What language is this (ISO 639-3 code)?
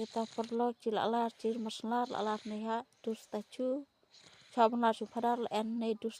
kha